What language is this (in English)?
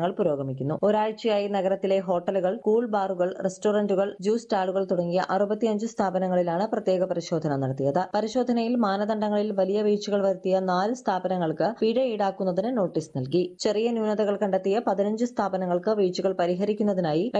Malayalam